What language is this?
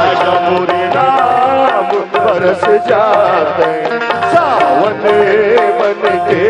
Chhattisgarhi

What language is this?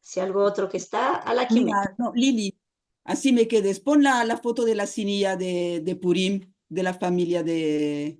Ladino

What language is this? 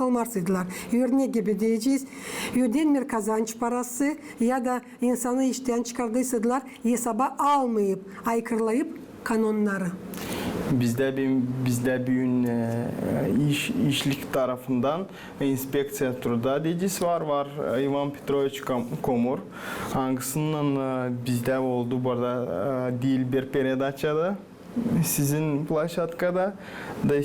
Gagauz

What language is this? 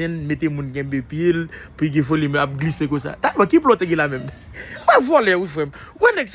Haitian Creole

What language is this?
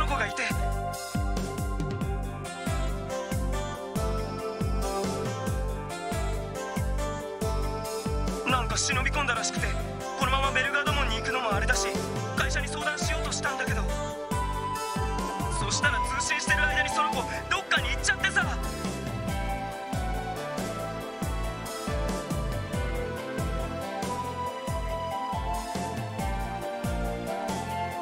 Japanese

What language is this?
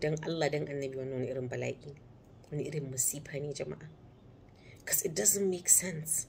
Hausa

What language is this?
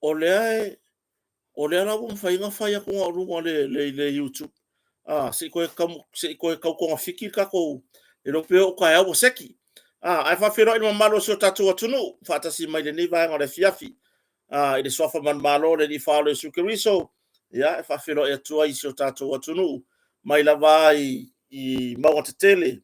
Samoan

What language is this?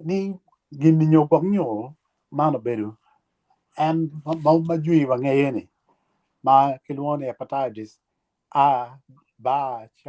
Acoli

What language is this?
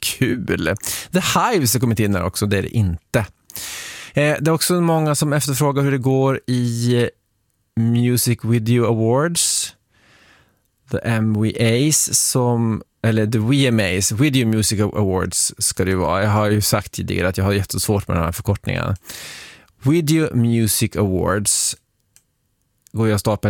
Swedish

